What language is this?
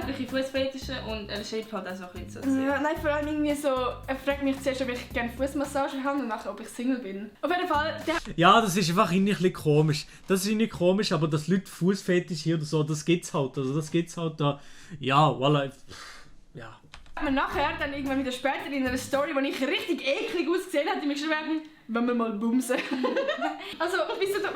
Swiss German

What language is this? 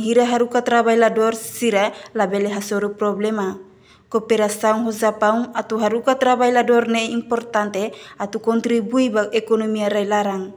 Tetum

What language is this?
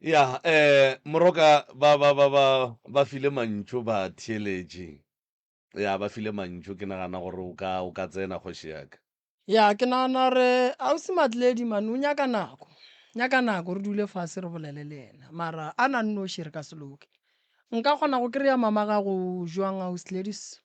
Northern Sotho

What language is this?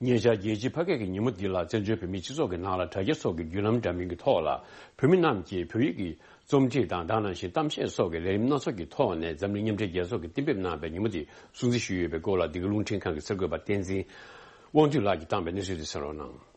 Tibetan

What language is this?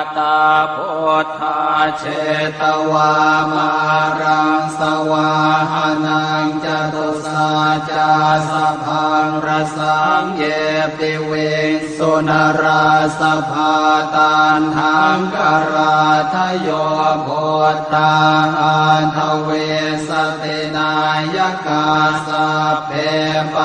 Pali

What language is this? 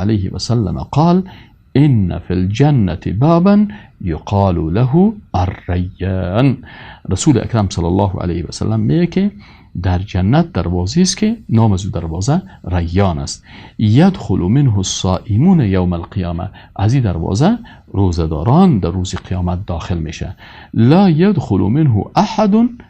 Persian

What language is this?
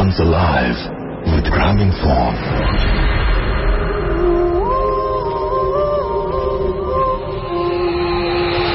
Bangla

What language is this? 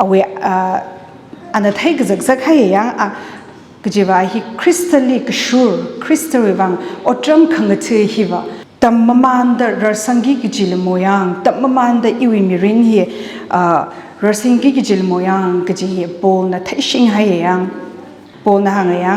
Tangkhul Naga (India)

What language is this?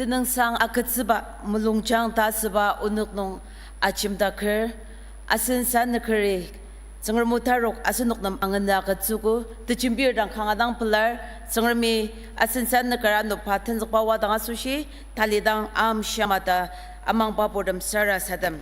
Ao Naga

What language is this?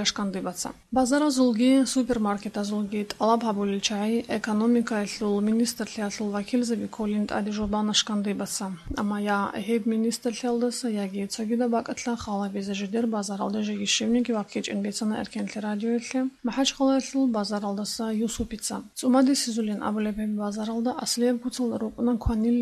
Avaric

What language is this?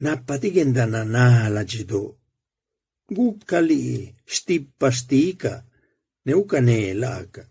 Zapotec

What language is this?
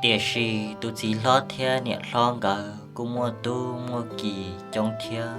Hmong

